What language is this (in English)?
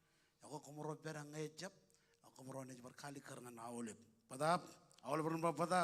Marshallese